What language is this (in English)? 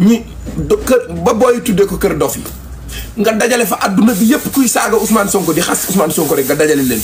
Wolof